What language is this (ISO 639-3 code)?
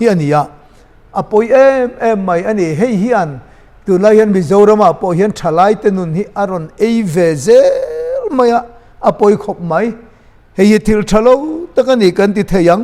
lus